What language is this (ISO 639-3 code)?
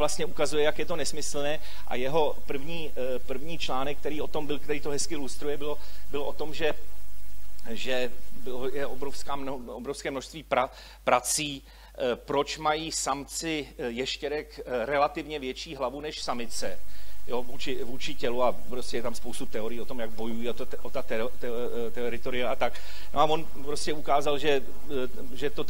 ces